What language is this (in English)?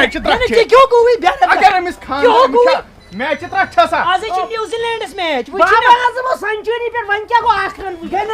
Kashmiri